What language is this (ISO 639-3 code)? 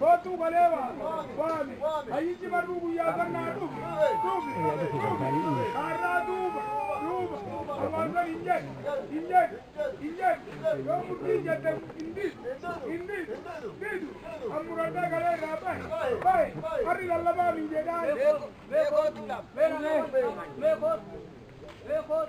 orm